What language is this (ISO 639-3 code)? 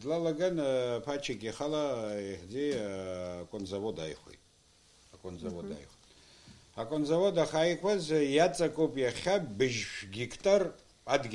abk